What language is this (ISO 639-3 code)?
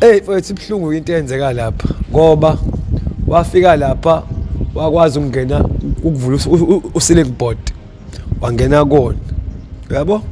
zul